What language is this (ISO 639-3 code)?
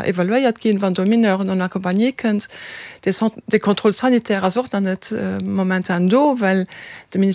ltz